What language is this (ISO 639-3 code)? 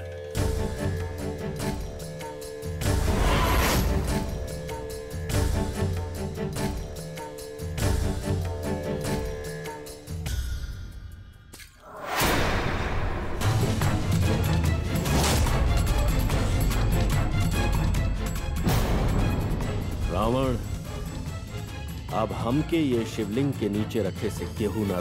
bho